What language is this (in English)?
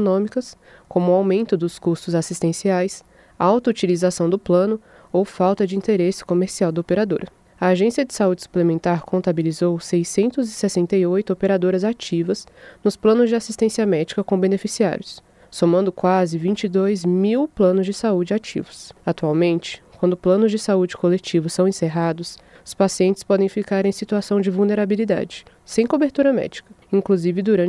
Portuguese